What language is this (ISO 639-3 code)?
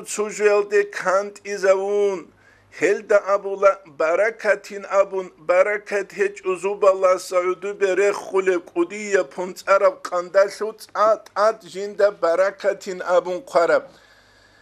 ava